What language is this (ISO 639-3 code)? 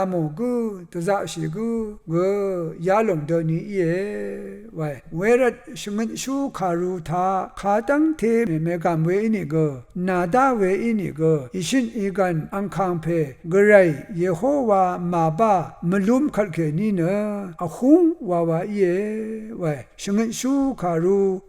raw